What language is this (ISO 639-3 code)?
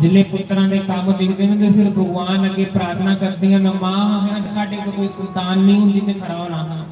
doi